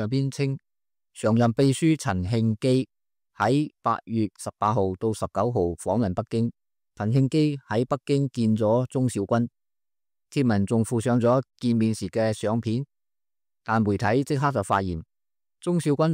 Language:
Cantonese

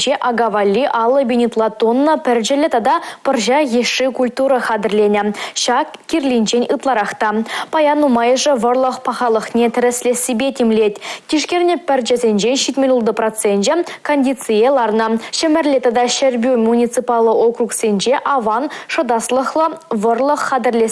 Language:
Chuvash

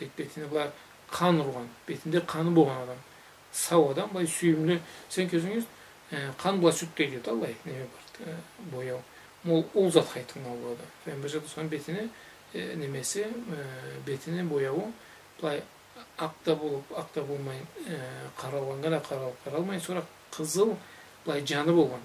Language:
Karachay-Balkar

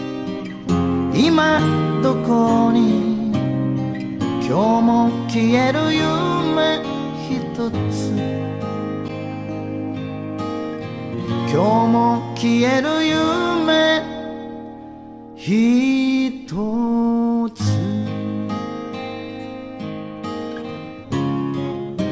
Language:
Japanese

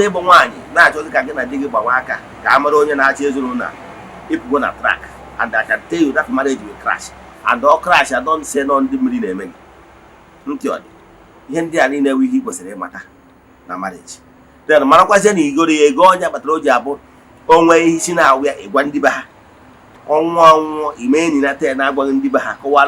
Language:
Igbo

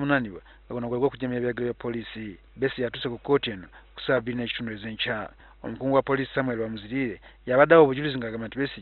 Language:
Ganda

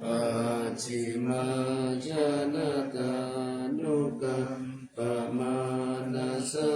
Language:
Pali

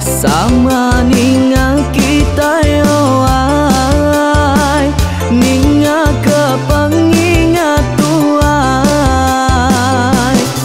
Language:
Iban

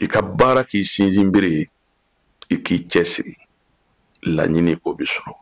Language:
Bambara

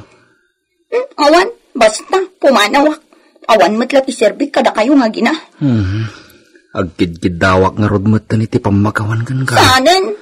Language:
Iloko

